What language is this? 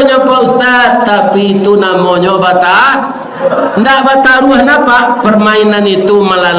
Minangkabau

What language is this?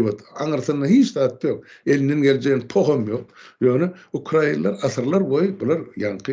Turkmen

